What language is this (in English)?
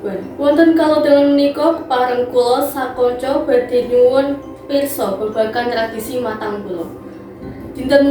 Javanese